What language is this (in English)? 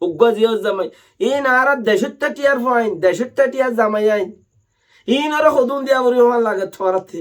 Rohingya